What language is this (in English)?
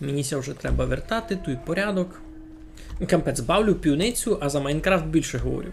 Rusyn